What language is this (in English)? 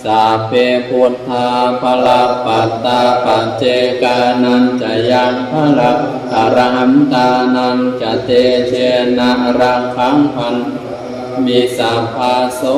Pali